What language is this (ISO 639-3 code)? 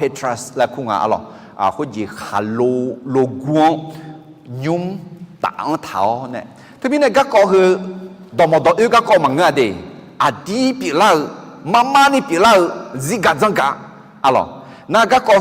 ahk